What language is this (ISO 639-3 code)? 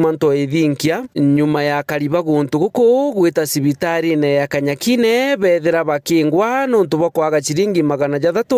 mer